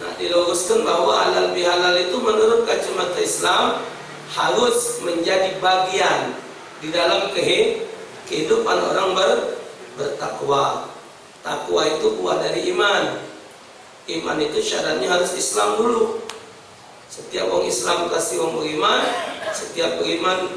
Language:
Musi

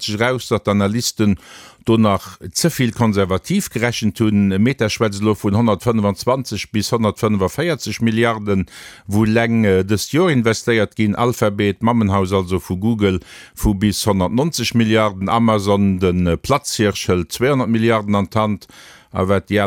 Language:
Luxembourgish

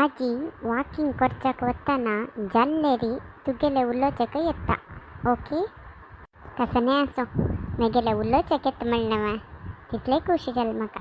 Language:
Konkani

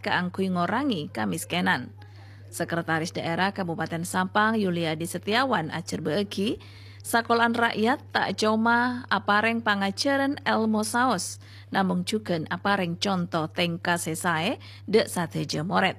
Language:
Madurese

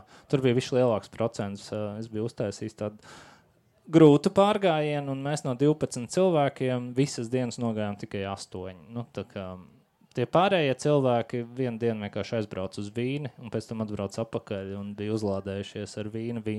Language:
Latvian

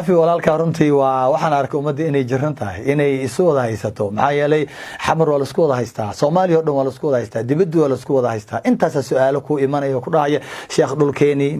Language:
Somali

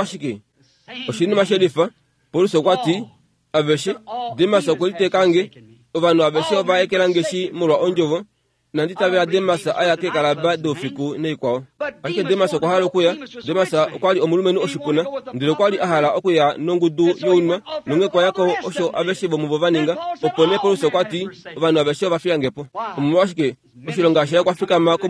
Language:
Kuanyama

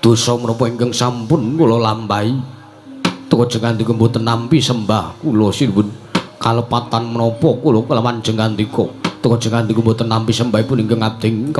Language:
Javanese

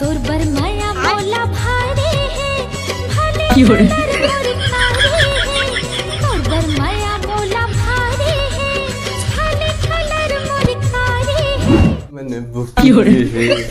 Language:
Chhattisgarhi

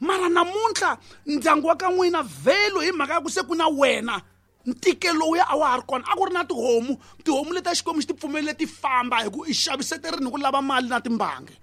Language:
Tsonga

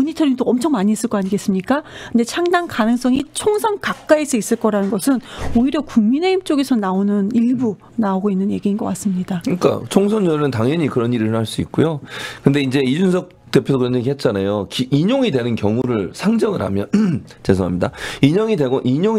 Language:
Korean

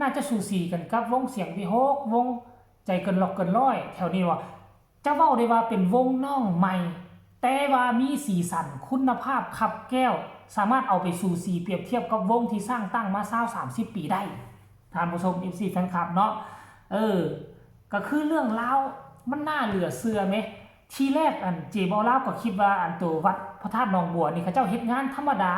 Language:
Northeastern Thai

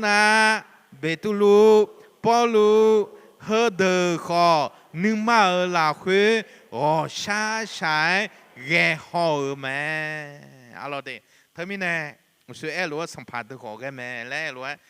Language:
Akha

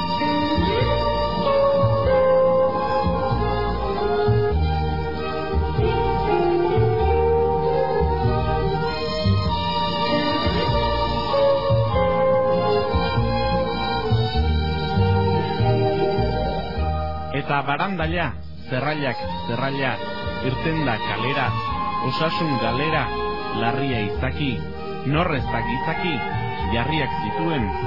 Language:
Basque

